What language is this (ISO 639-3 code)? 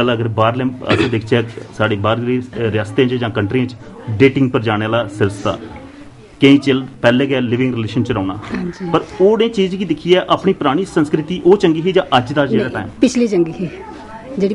doi